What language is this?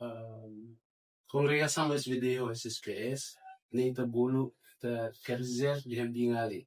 Tetum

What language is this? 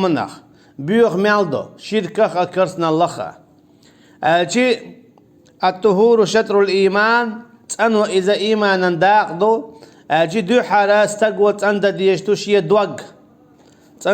Chechen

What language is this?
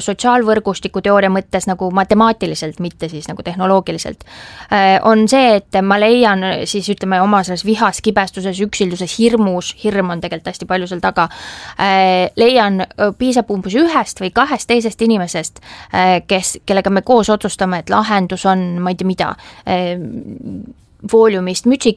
Estonian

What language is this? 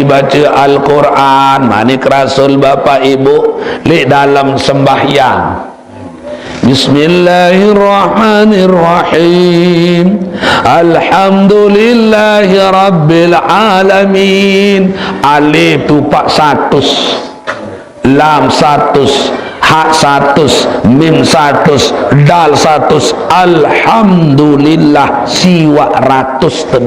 Sasak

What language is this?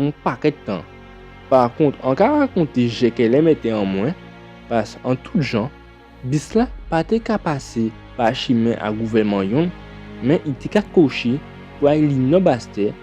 Guadeloupean Creole French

